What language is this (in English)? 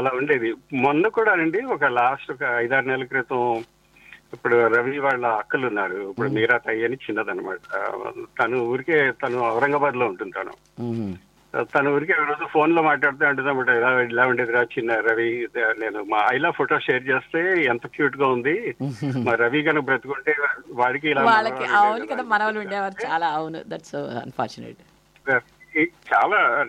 Telugu